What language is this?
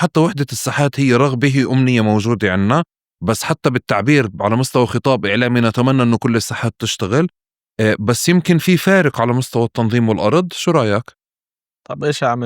North Levantine Arabic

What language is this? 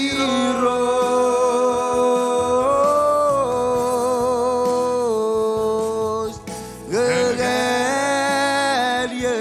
Marshallese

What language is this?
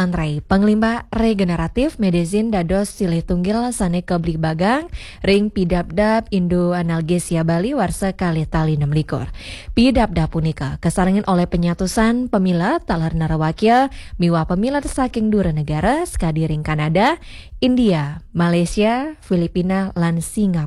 Balinese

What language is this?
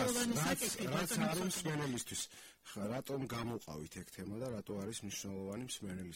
Georgian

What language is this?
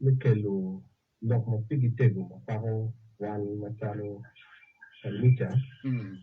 Acoli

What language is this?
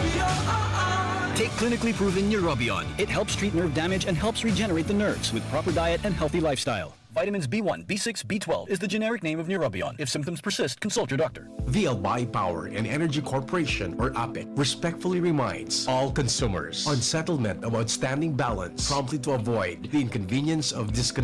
Bikol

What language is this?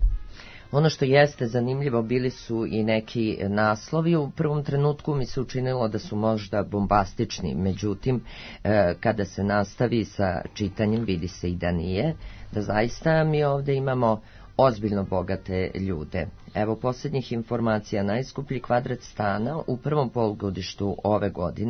Serbian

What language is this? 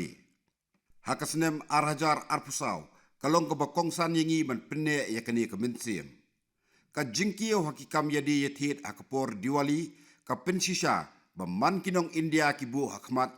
Khasi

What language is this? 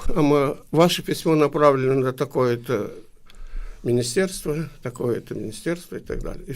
Gagauz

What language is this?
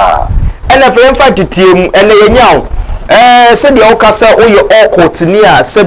Akan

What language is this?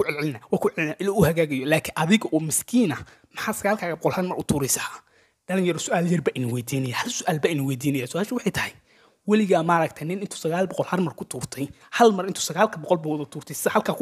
Somali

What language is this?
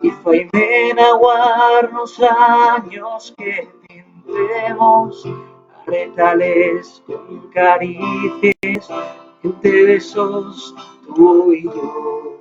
Asturian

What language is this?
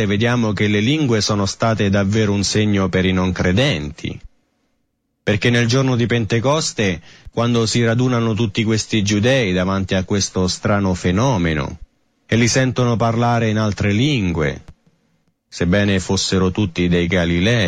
Italian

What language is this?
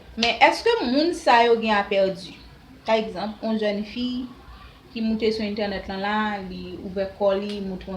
Haitian Creole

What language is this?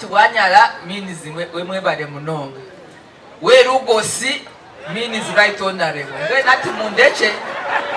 Nyankole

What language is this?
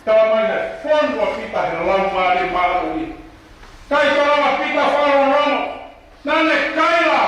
Tongan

